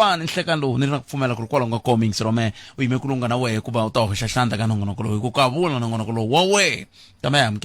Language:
Tsonga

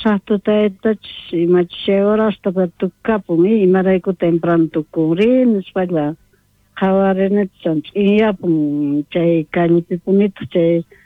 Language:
South Bolivian Quechua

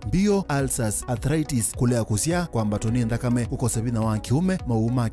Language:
Kamba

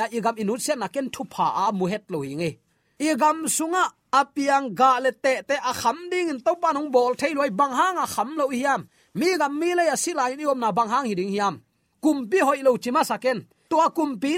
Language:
Tedim Chin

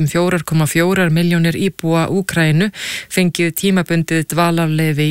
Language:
Icelandic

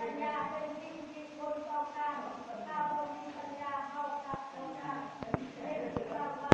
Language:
Lao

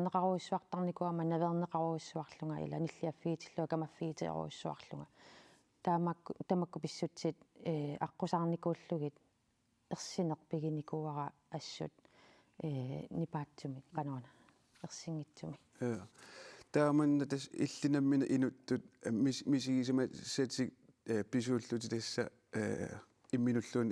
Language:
Kalaallisut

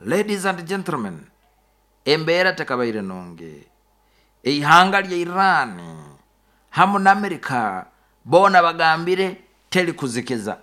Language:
Nyoro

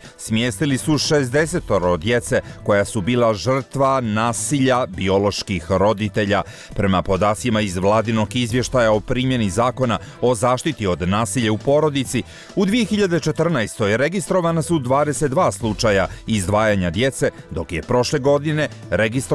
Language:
Bosnian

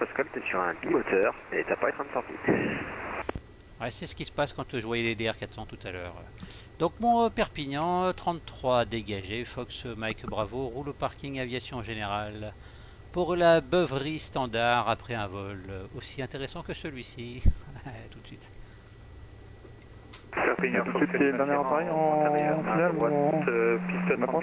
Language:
French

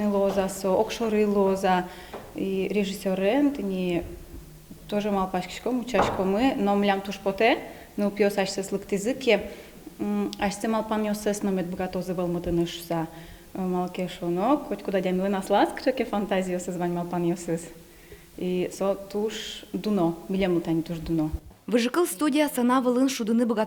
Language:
Udmurt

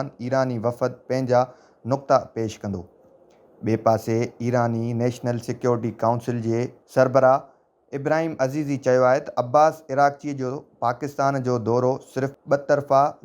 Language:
Sindhi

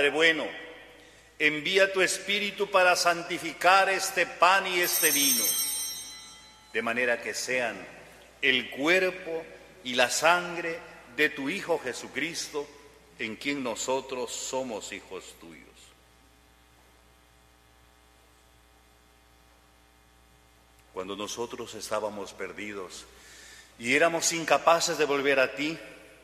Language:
Spanish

